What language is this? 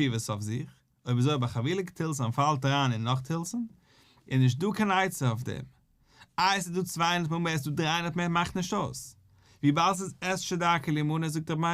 Yiddish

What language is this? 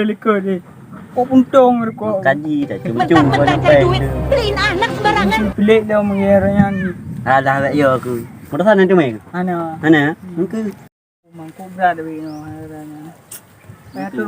Achinese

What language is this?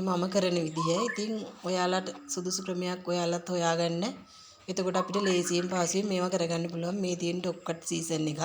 Sinhala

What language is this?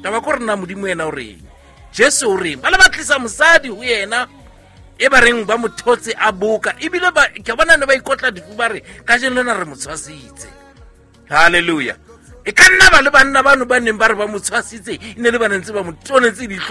Southern Sotho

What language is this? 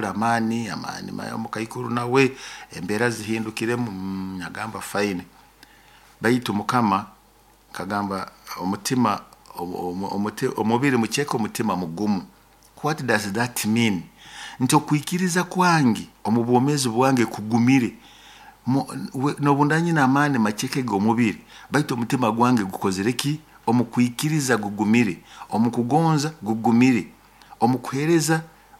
Nyoro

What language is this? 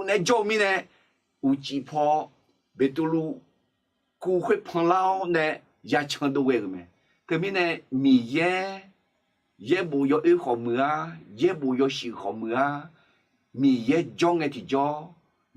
Akha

